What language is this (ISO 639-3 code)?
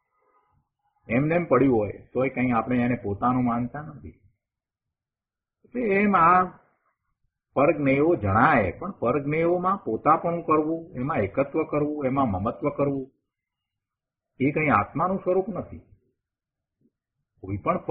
guj